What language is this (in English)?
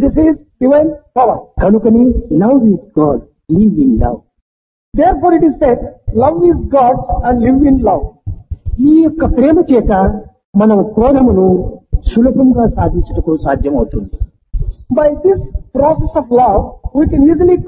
Telugu